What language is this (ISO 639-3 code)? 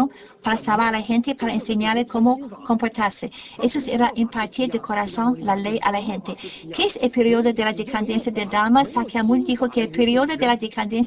spa